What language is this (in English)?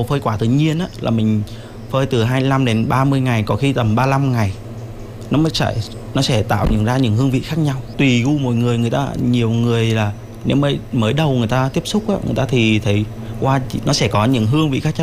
Vietnamese